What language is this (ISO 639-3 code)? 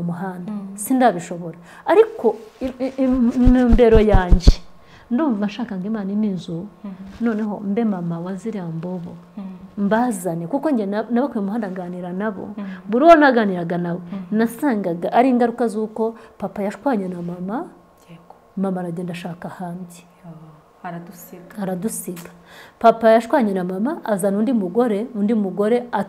kin